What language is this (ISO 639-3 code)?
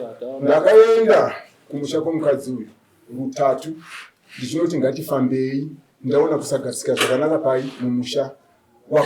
sna